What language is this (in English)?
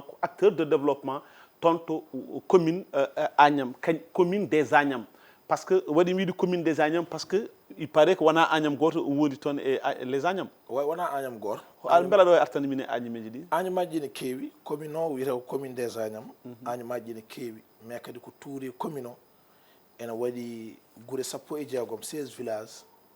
Fula